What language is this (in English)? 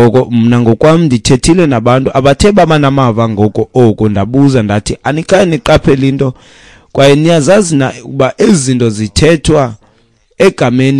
Xhosa